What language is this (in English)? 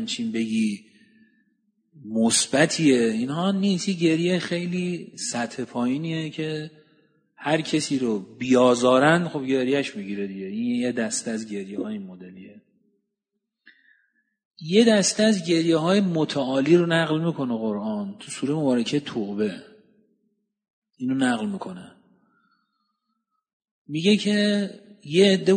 Persian